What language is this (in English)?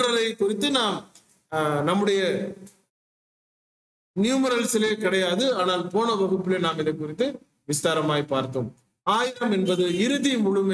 Tamil